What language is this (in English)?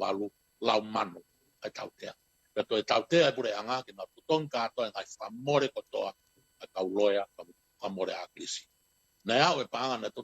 Tongan